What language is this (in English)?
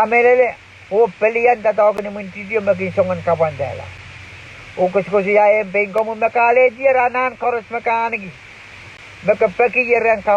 Pohnpeian